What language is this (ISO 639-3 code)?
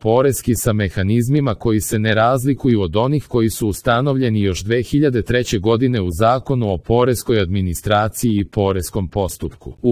srp